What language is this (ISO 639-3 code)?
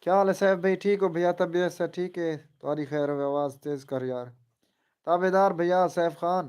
skr